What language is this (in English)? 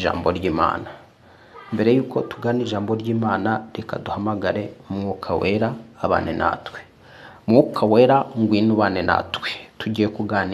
Kinyarwanda